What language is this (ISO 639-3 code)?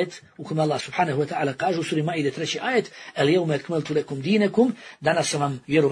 bos